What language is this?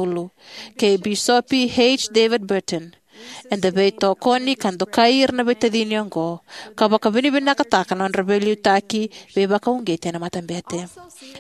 Fijian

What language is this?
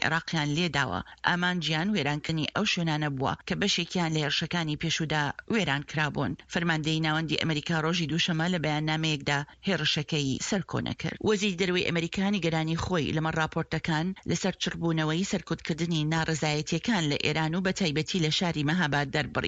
Central Kurdish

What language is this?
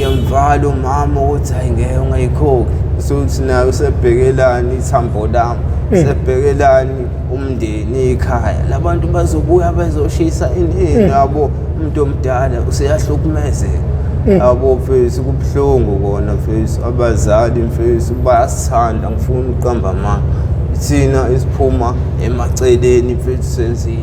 Zulu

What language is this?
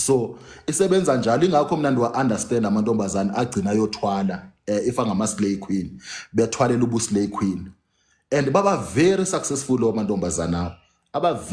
Zulu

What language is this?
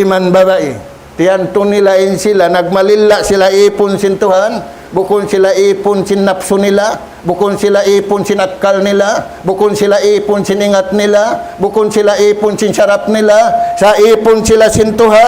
Tausug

